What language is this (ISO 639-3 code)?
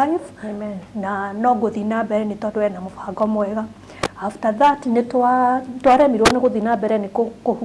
kik